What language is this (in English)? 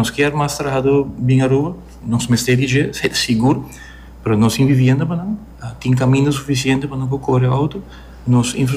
Papiamento